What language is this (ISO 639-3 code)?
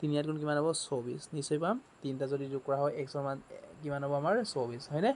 asm